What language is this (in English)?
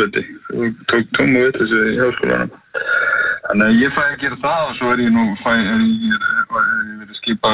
Icelandic